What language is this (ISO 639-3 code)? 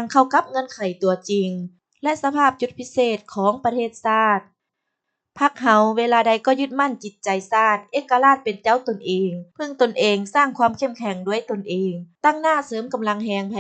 lao